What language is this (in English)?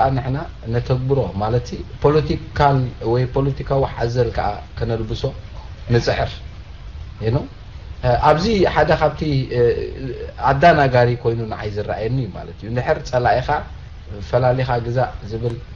Tigrinya